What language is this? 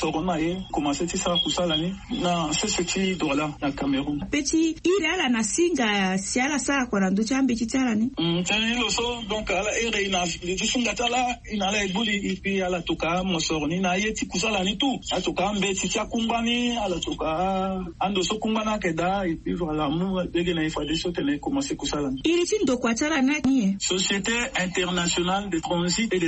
Sango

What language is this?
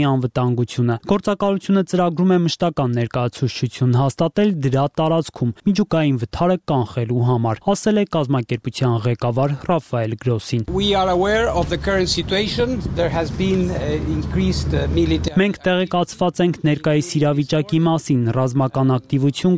Armenian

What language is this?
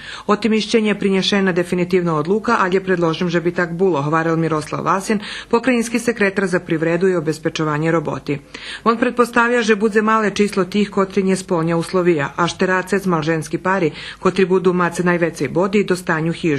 Rusyn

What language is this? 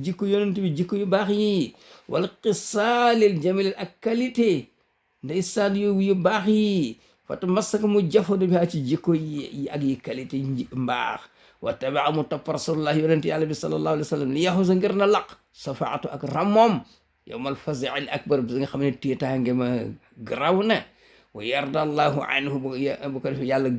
Wolof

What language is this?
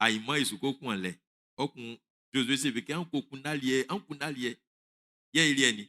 Baoulé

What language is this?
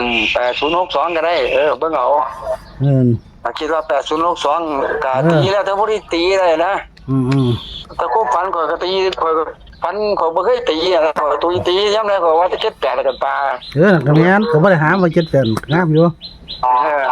Northeastern Thai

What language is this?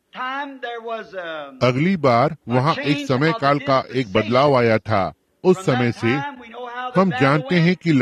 Hindi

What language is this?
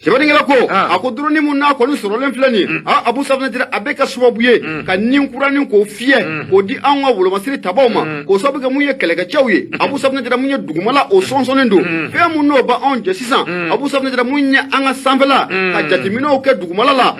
Bambara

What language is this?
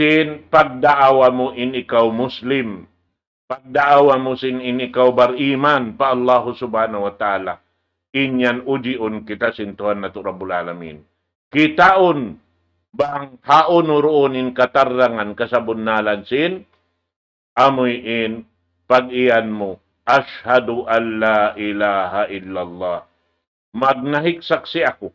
Tausug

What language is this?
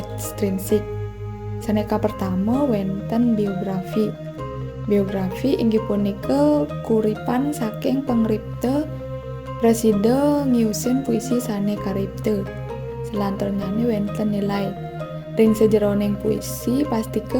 Balinese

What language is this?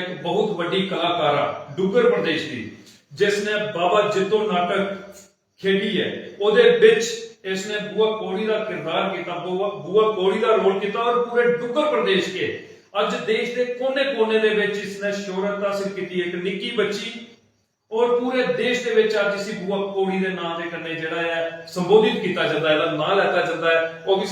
Dogri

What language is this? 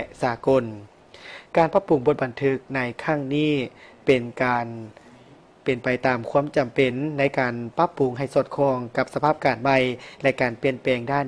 Lao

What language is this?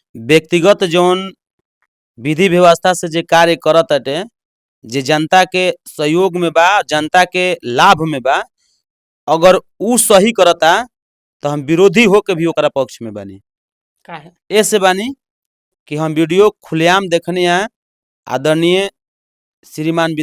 Bhojpuri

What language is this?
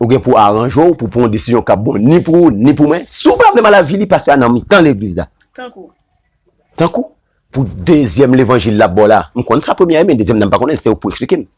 Haitian Creole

